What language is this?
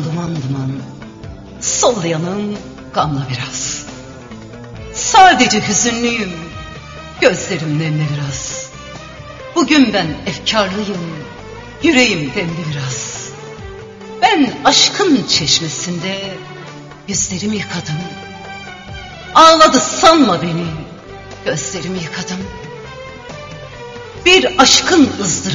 Turkish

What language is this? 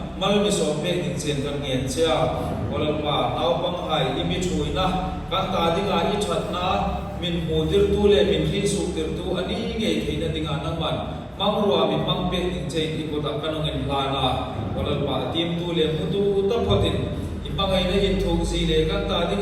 Hmar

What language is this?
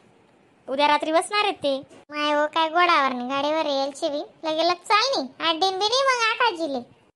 Khandesi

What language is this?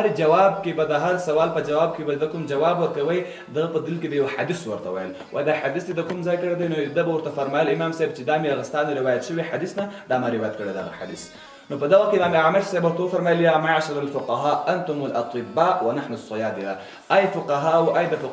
Pashto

